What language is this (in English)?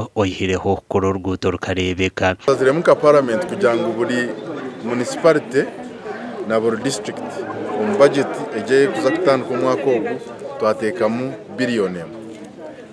Nyankole